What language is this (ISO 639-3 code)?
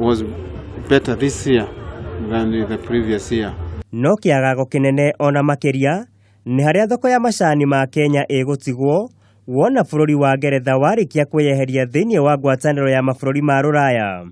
kik